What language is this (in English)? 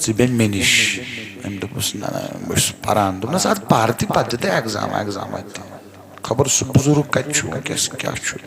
Kashmiri